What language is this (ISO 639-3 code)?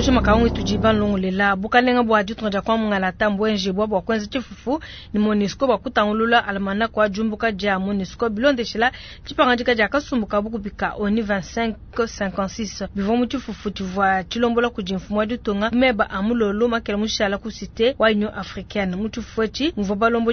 lua